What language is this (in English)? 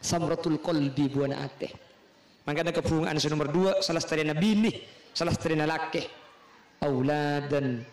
Madurese